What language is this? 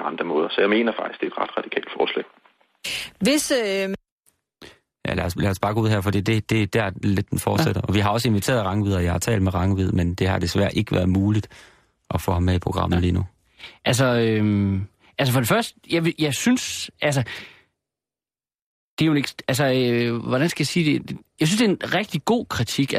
Danish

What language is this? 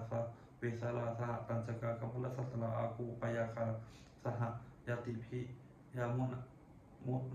Pali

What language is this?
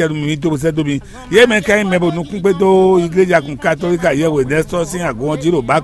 Fon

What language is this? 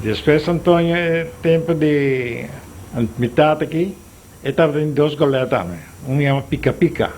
Papiamento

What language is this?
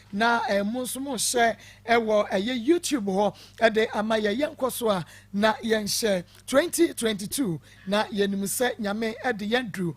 Akan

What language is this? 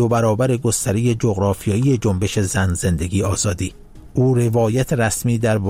Persian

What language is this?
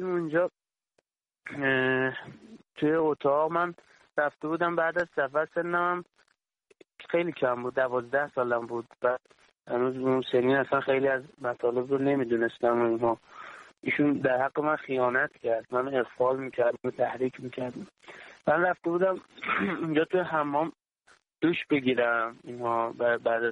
Persian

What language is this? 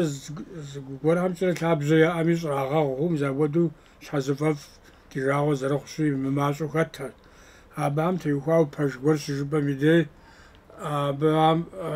Kabardian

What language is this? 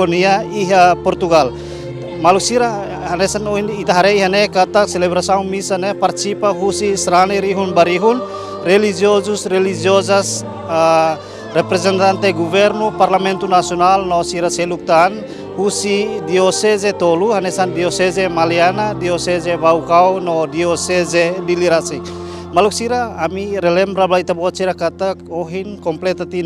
Tetum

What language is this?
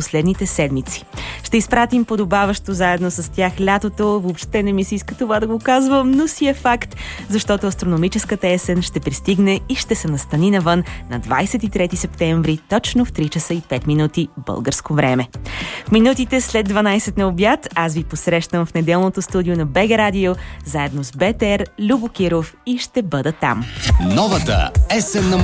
Bulgarian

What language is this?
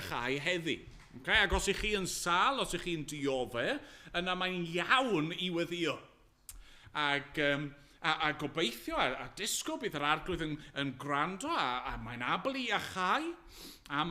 Welsh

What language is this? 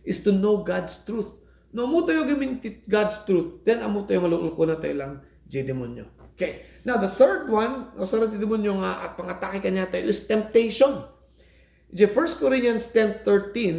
Iloko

